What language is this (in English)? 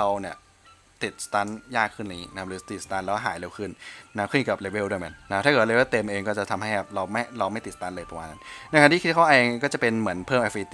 Thai